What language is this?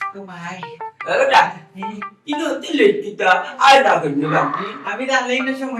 Sylheti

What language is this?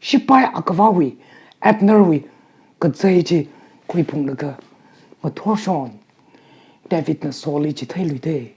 Tangkhul Naga (India)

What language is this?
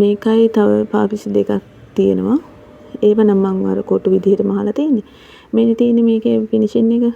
Sinhala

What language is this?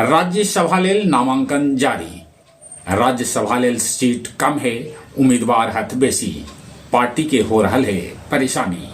Magahi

